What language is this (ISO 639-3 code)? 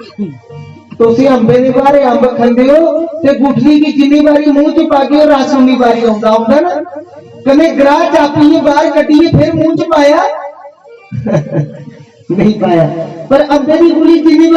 doi